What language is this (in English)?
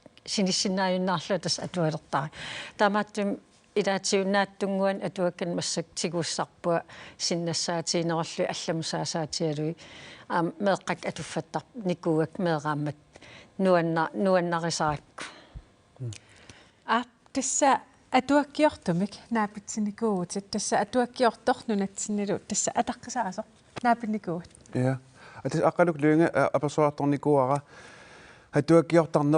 Kalaallisut